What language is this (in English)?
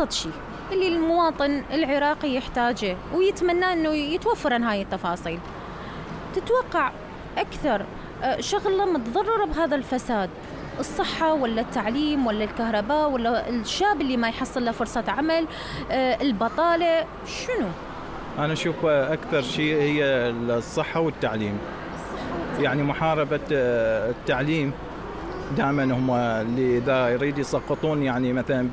Mesopotamian Arabic